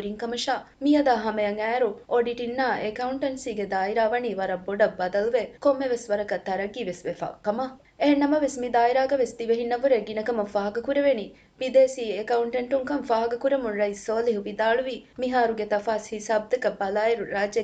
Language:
Divehi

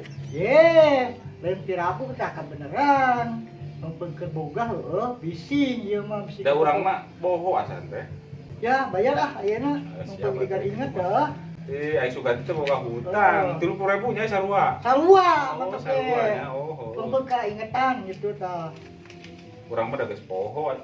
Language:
Sundanese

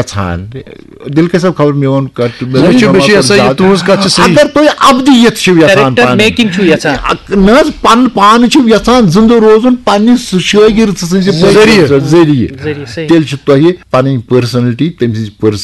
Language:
Kashmiri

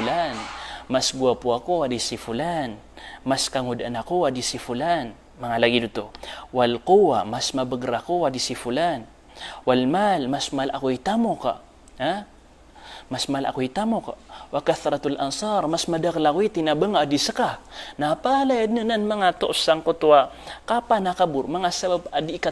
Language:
Maranao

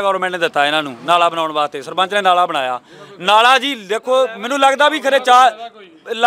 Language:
Punjabi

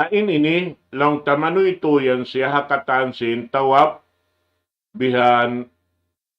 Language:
Tausug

